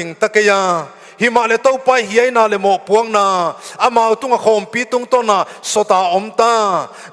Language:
Paite Chin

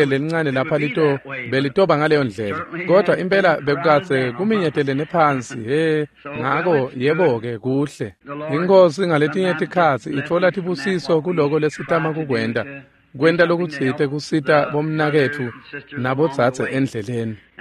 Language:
Swati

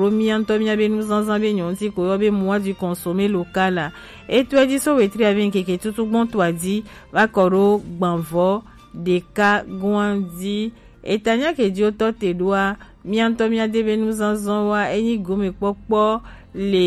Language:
Gen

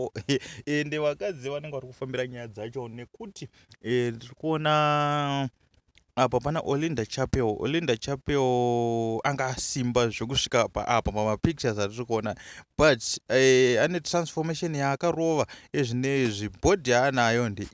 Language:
Shona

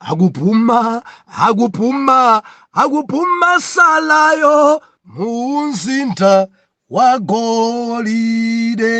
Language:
Nyanja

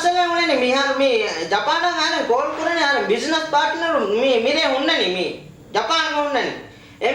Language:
Divehi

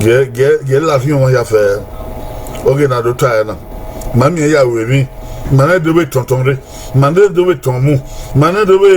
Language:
Bini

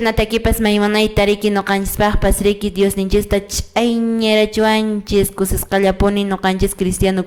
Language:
Quechua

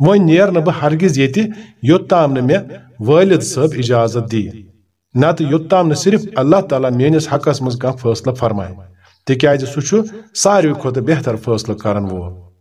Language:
Kashmiri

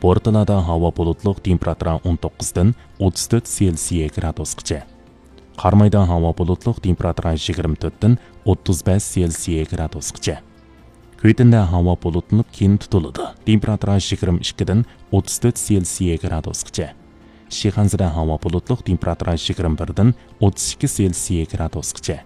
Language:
Uyghur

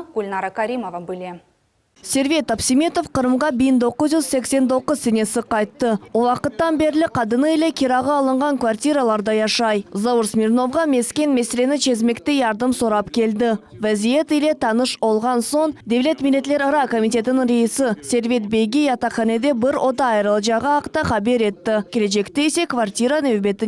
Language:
Crimean Tatar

